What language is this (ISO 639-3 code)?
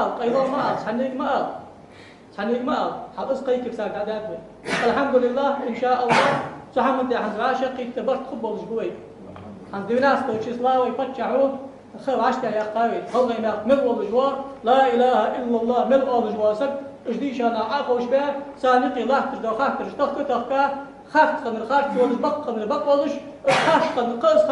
inh